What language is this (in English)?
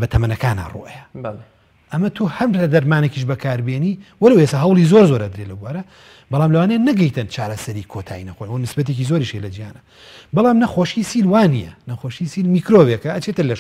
Central Kurdish